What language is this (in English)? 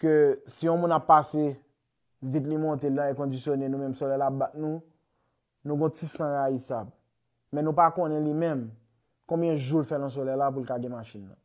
Haitian Creole